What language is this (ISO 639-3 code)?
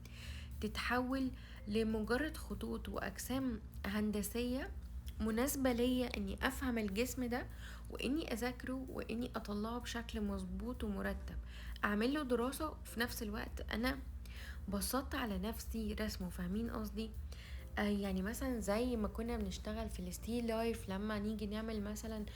arz